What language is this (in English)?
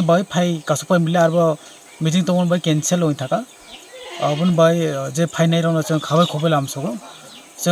Kok Borok